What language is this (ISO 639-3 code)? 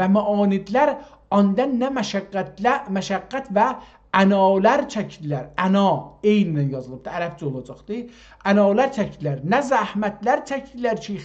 azb